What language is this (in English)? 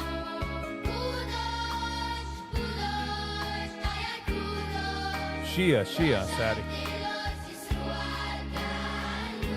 Yiddish